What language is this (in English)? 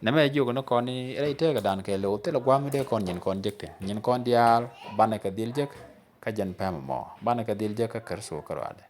Nuer